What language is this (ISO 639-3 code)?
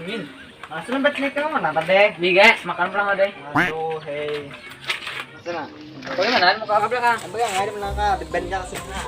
bjn